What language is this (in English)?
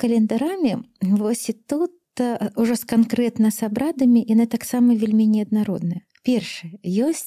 Belarusian